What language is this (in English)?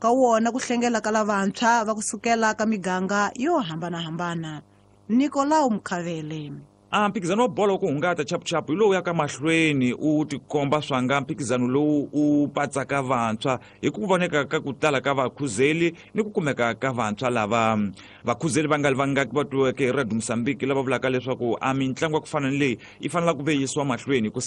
Tsonga